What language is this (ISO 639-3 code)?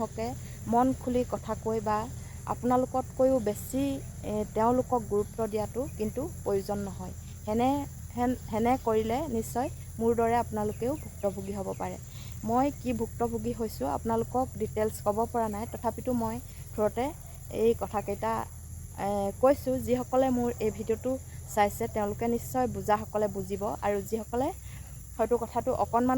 asm